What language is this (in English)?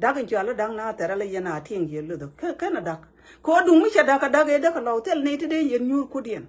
Nuer